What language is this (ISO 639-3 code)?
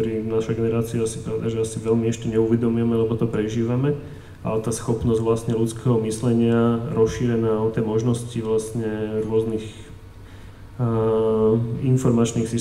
slk